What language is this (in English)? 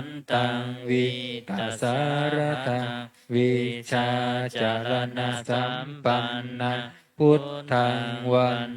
Pali